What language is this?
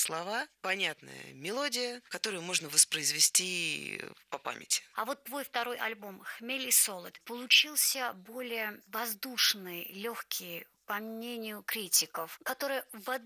Russian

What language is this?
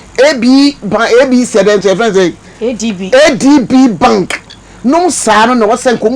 Akan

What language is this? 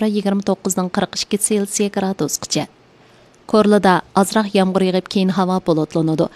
Uyghur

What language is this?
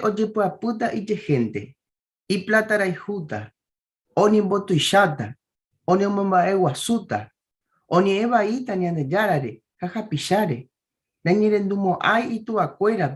Guarani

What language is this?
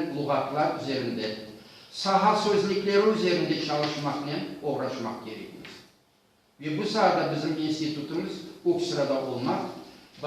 Crimean Tatar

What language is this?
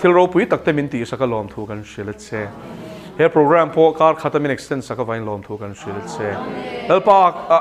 Mizo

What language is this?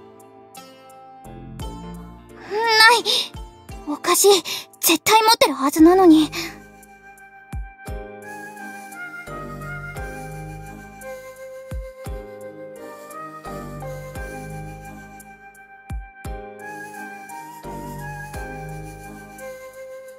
Japanese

